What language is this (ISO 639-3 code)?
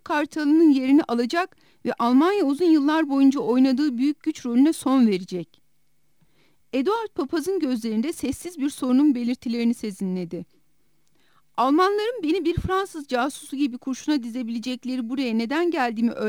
tur